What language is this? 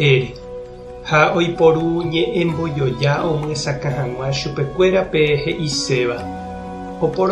Guarani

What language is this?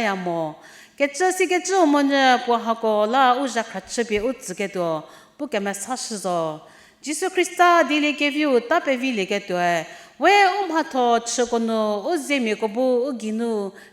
Angami Naga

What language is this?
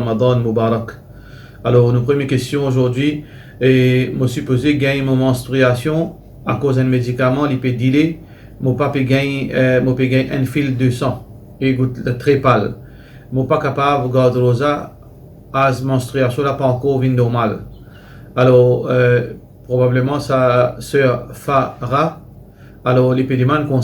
Morisyen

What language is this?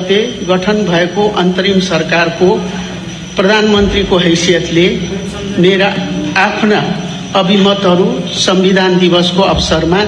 Nepali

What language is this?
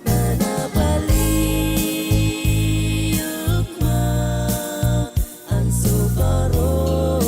Pohnpeian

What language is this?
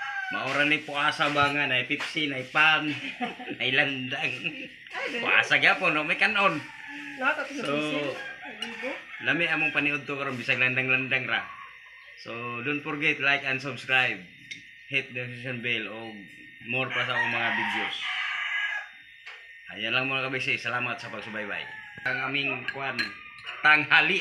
Cebuano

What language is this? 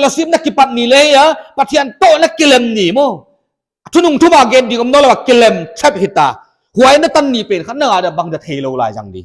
Paite Chin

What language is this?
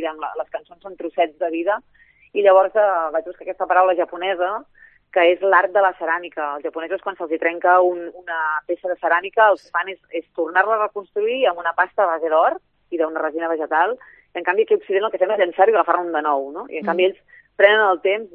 Catalan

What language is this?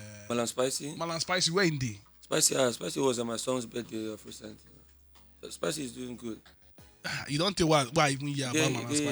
Nigerian Pidgin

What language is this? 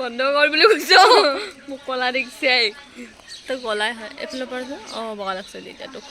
Assamese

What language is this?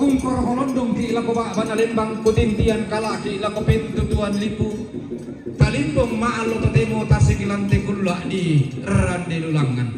Toraja-Sa'dan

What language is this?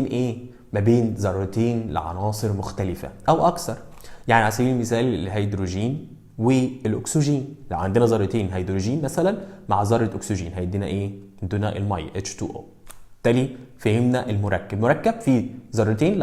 Egyptian Arabic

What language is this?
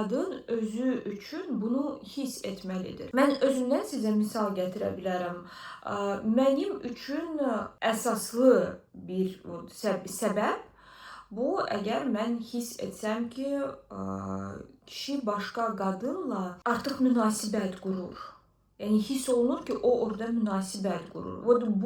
Azerbaijani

